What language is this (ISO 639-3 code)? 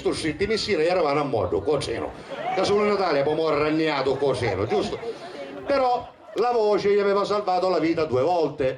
scn